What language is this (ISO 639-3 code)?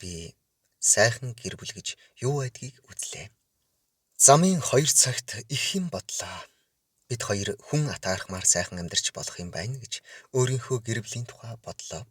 mon